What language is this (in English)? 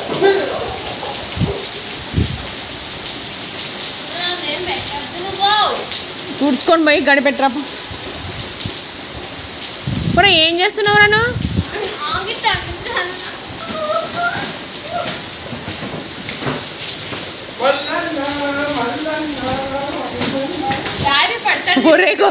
Telugu